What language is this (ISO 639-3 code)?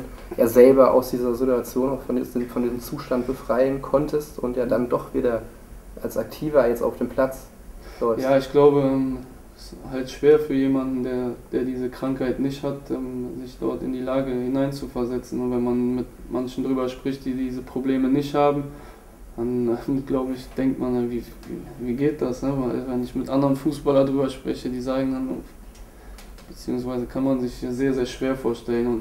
deu